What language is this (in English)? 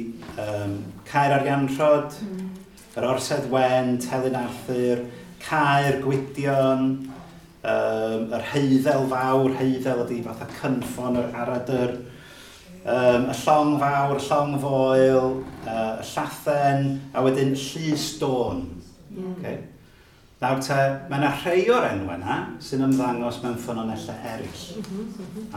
Welsh